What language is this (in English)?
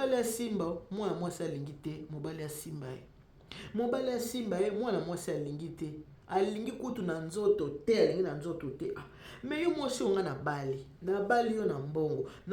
Lingala